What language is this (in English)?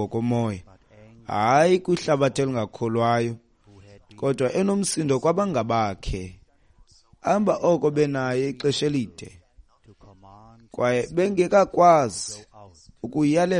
Xhosa